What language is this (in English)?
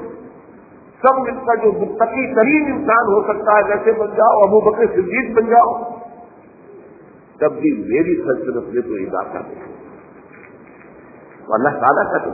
Urdu